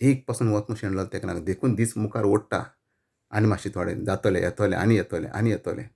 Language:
Konkani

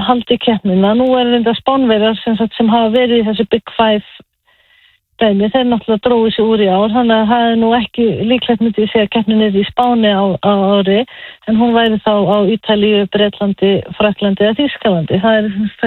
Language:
Icelandic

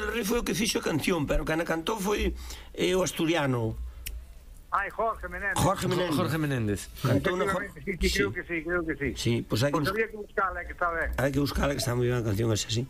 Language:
Galician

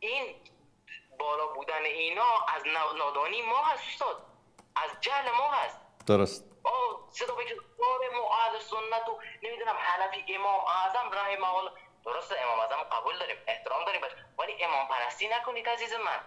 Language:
Persian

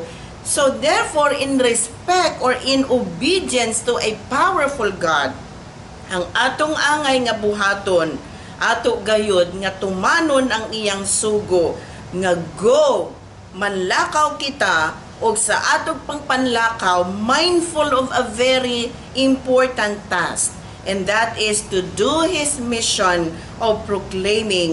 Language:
Cebuano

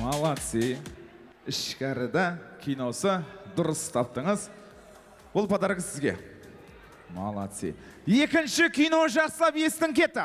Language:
Kara-Kalpak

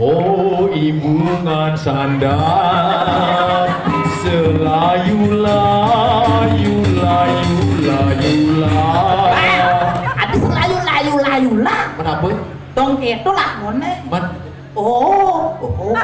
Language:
Balinese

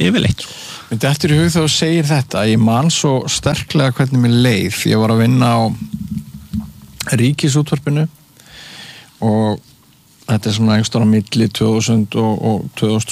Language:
Icelandic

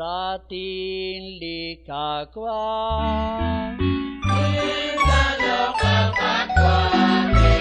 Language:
Kekchí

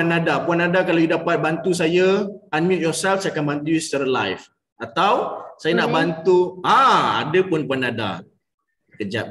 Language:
Malay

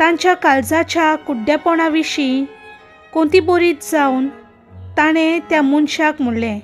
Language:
Konkani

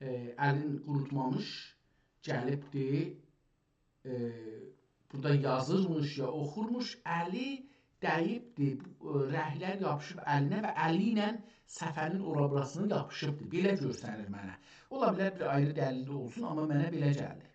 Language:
South Azerbaijani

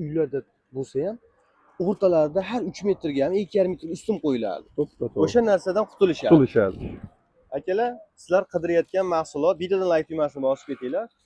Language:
Uzbek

